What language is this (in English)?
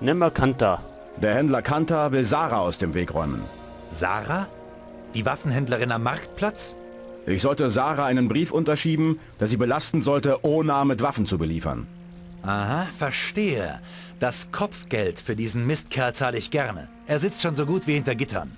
Bavarian